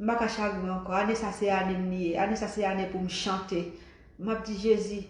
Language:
Haitian Creole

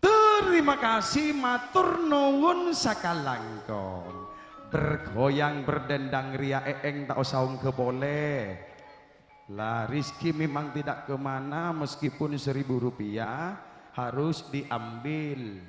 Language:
Madurese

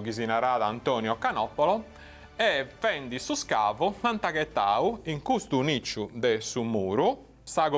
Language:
Sardinian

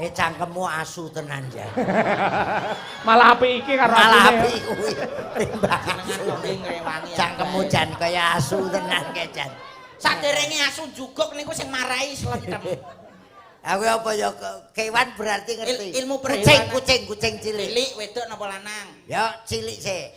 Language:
Javanese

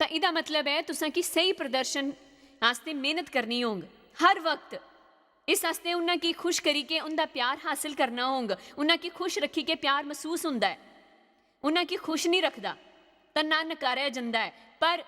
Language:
Dogri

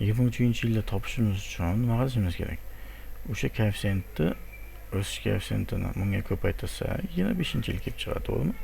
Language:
Uzbek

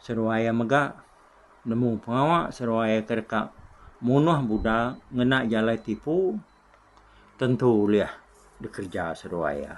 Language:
Iban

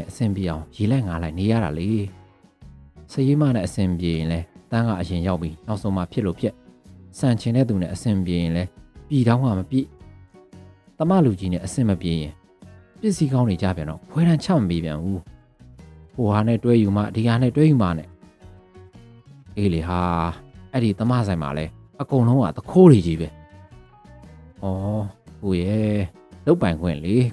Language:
Burmese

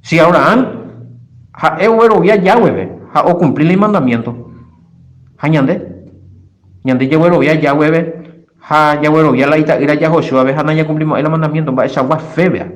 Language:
Guarani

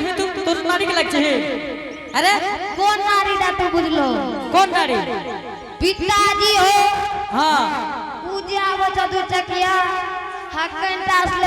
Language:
Angika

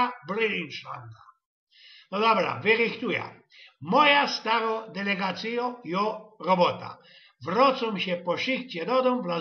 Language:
Silesian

